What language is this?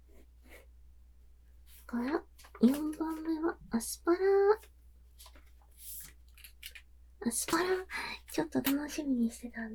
Japanese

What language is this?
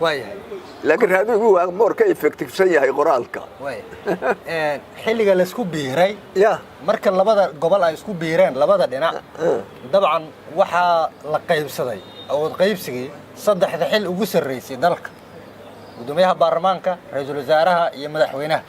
Somali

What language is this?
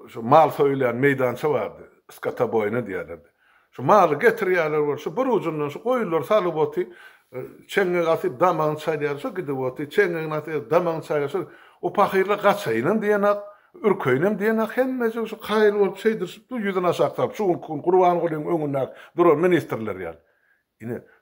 Turkmen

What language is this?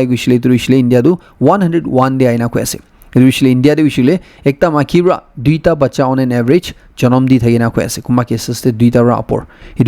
Naga Pidgin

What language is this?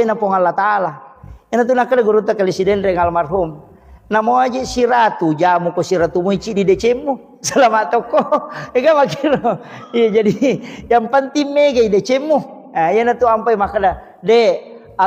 Buginese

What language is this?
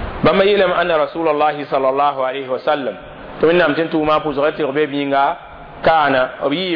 Mossi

